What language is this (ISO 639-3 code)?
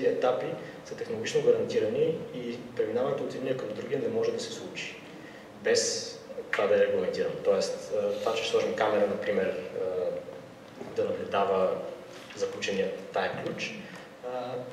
bul